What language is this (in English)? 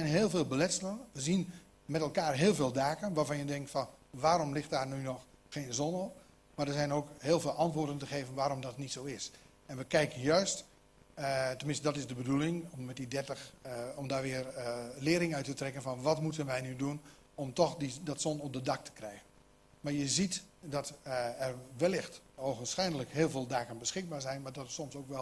Dutch